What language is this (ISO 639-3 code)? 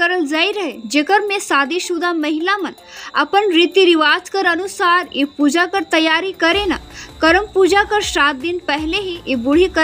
sck